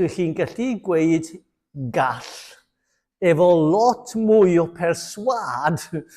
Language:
Welsh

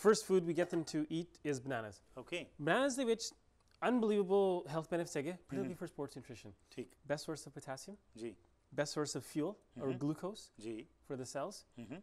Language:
Punjabi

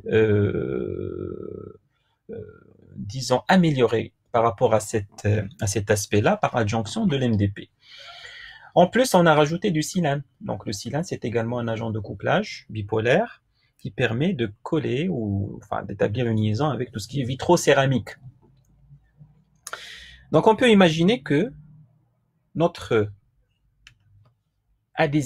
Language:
French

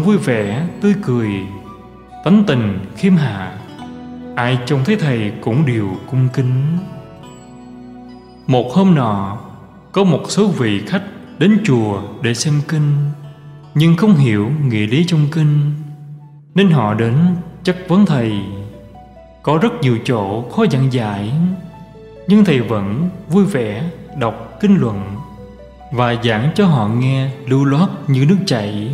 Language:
Vietnamese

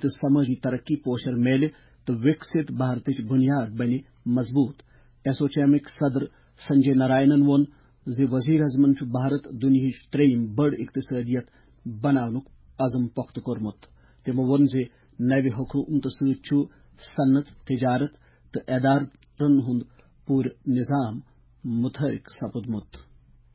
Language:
Kashmiri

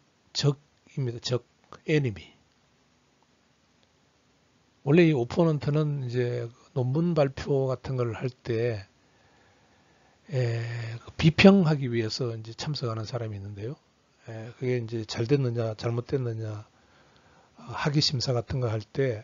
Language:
Korean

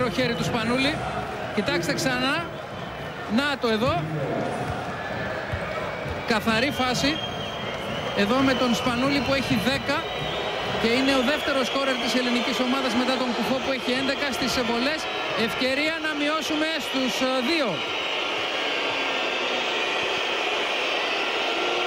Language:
Greek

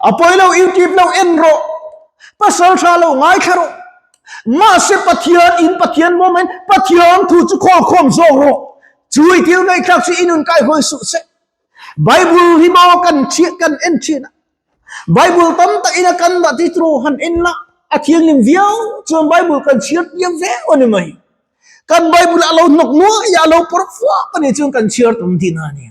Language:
Mizo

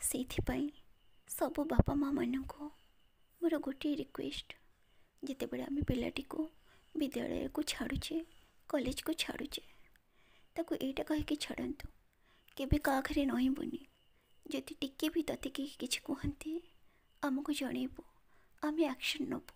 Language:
Odia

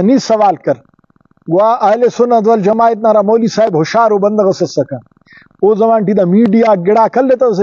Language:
Brahui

